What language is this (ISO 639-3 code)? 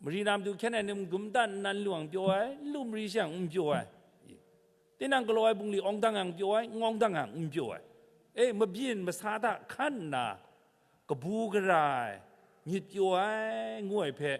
kac